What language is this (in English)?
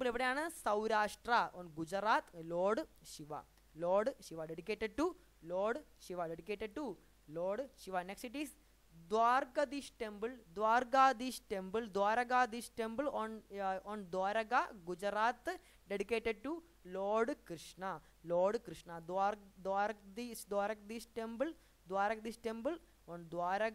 Malayalam